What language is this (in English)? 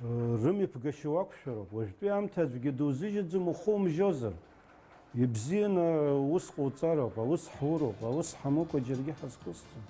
Abkhazian